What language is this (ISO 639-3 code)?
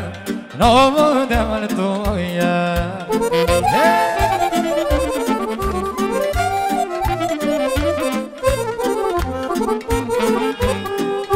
ron